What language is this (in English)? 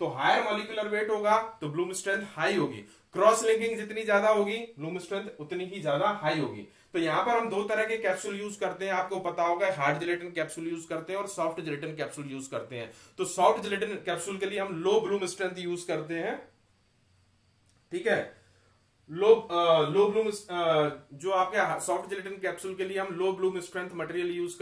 Hindi